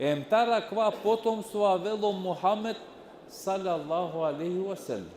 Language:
Balkan Romani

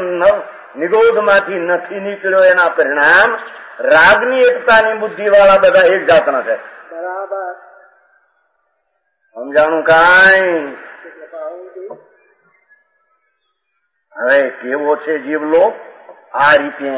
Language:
Gujarati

